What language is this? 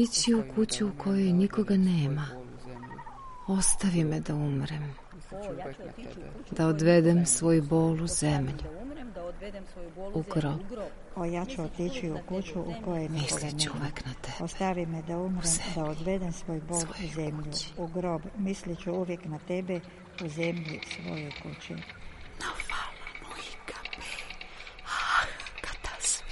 Serbian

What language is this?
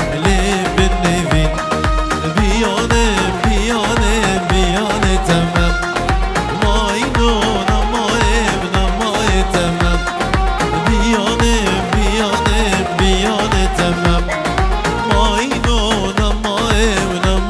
Kurdish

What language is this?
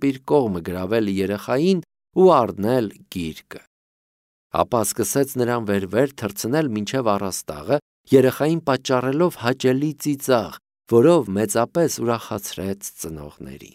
Armenian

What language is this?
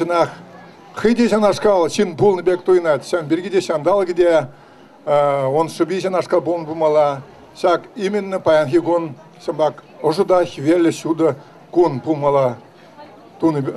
Chuvash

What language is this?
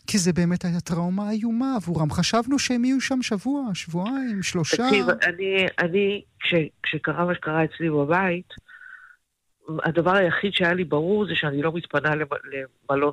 Hebrew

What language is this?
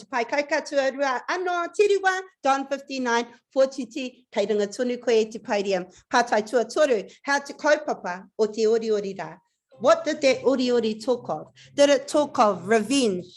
Māori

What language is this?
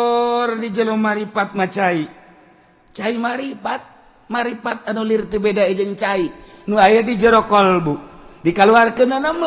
Sundanese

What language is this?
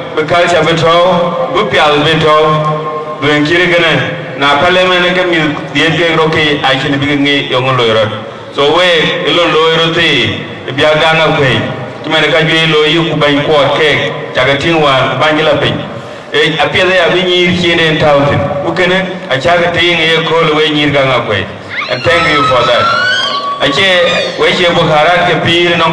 Dinka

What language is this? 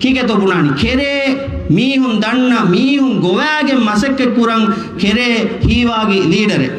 Divehi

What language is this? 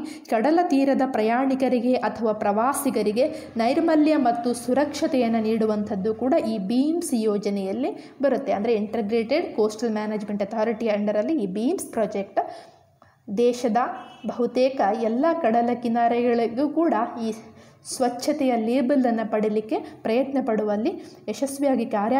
Kannada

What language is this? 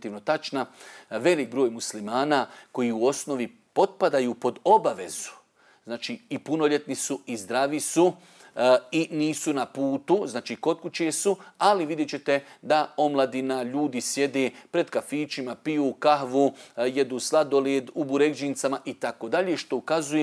Bosnian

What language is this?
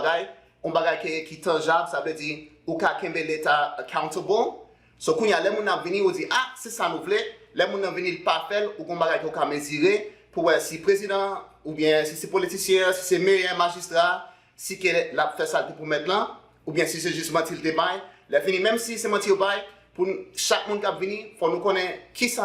Haitian Creole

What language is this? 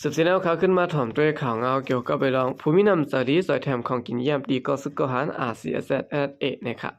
Shan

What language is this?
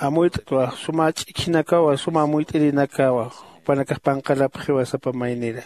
Aymara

